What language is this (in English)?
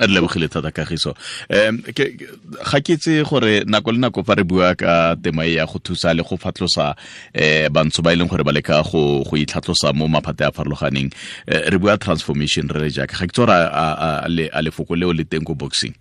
Tswana